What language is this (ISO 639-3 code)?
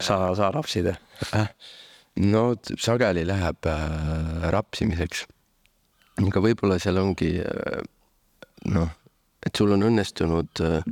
est